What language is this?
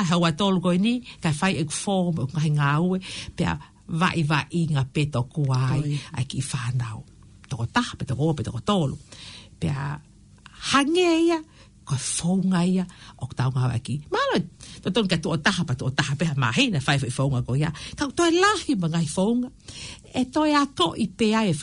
Tongan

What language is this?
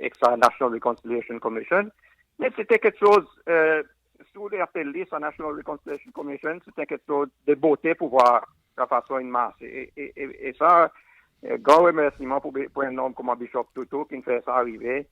Seselwa Creole French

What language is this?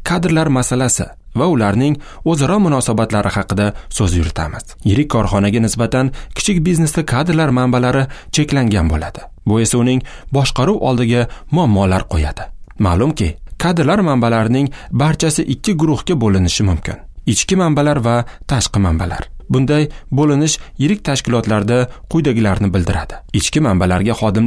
Uzbek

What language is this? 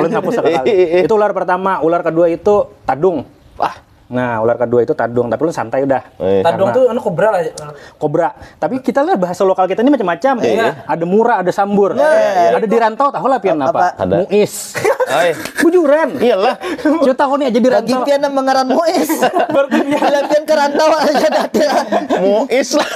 Banjar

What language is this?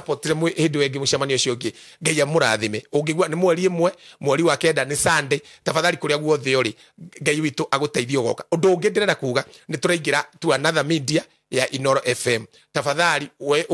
Kikuyu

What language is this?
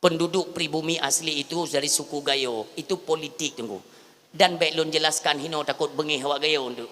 Achinese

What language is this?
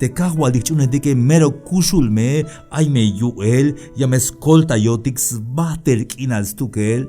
Tzeltal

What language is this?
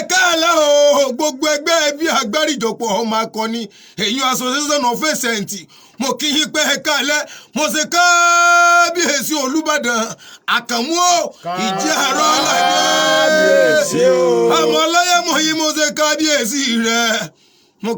Yoruba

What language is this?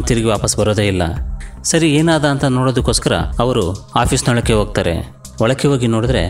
Kannada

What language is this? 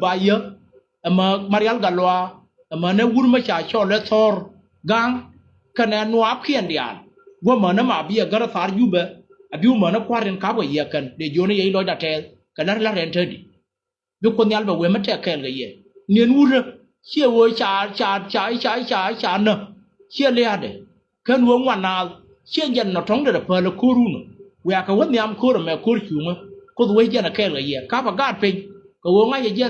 Nuer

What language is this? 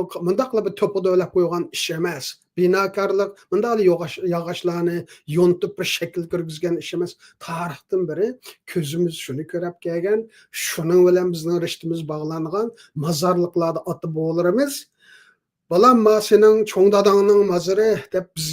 Uyghur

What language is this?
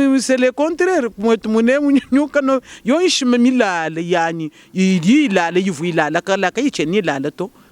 Luba-Lulua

